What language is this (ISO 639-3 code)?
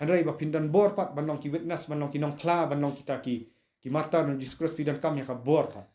kha